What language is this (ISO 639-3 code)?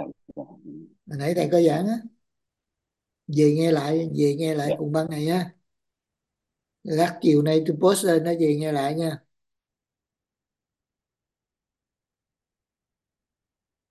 vie